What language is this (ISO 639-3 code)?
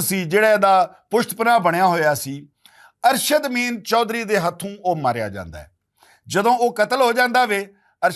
lah